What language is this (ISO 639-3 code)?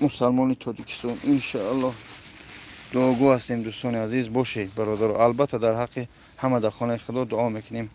tgk